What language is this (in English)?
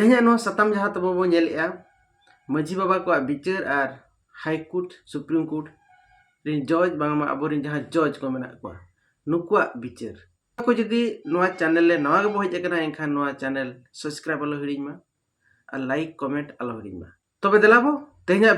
Santali